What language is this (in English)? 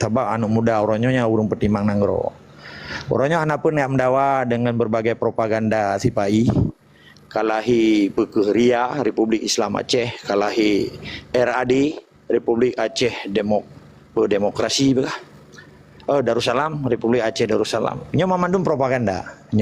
Achinese